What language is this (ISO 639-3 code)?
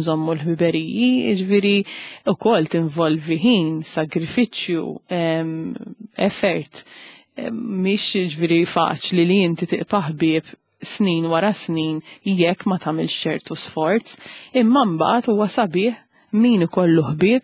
mlt